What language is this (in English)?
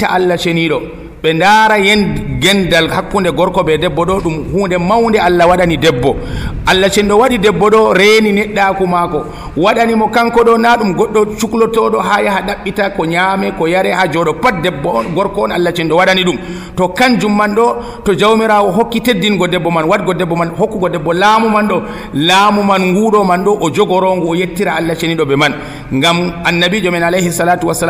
Nigerian Fulfulde